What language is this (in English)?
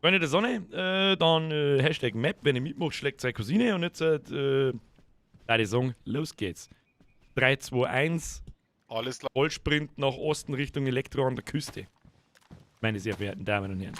Bavarian